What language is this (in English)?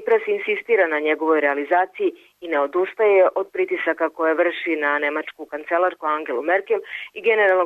Serbian